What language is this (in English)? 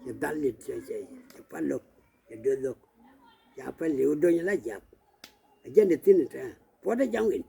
Nuer